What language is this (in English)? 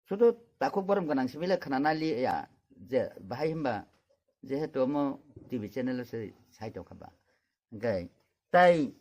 Kok Borok